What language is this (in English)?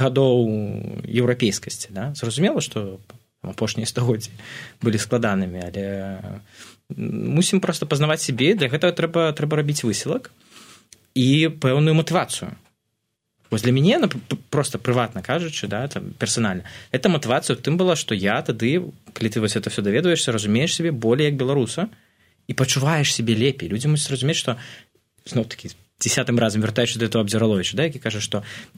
Belarusian